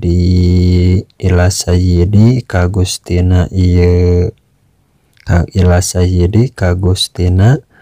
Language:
Sundanese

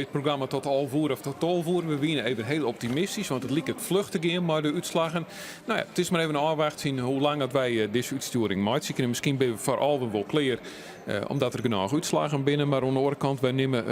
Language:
Western Frisian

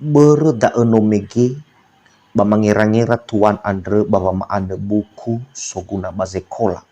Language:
Nias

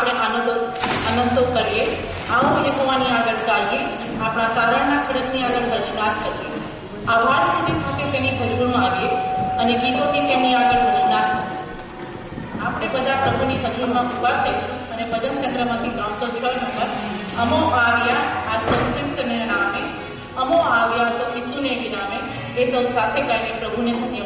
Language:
Gujarati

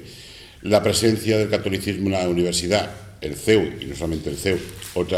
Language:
Spanish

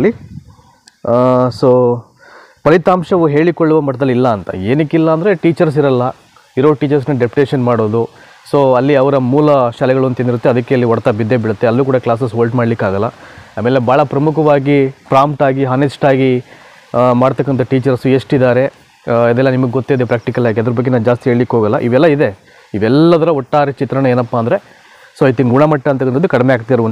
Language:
Kannada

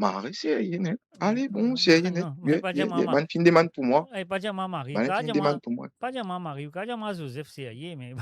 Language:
Morisyen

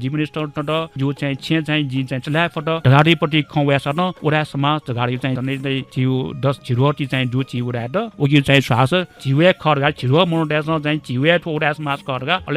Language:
Newari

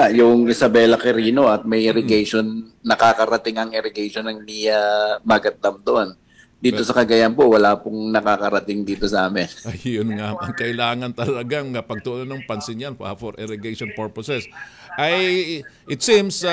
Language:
Filipino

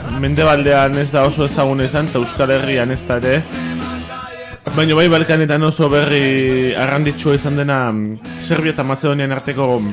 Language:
Basque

